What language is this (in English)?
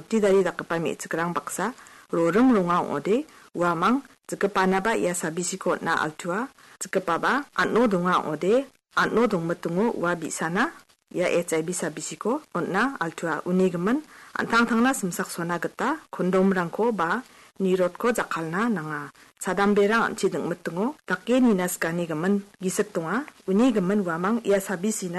Garo